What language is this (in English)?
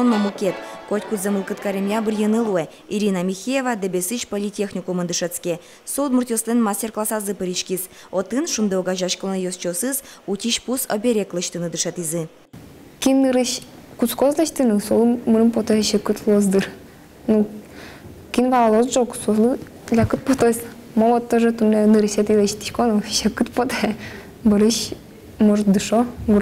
Udmurt